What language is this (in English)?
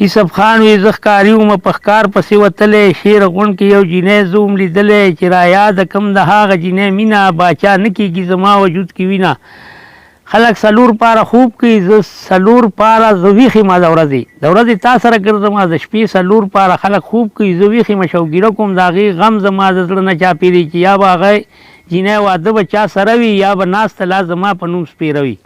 Pashto